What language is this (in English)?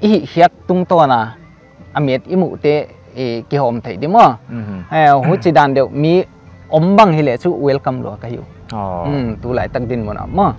Paite Chin